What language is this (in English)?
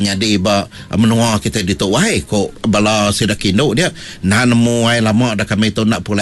Iban